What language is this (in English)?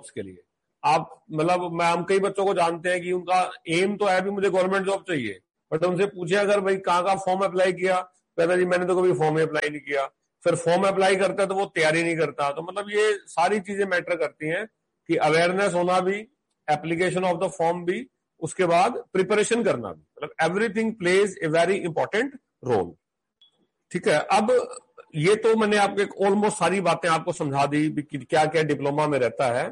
Hindi